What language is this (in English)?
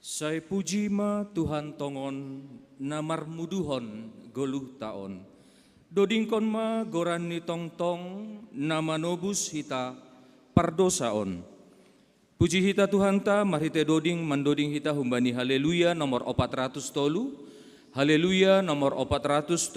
Batak Simalungun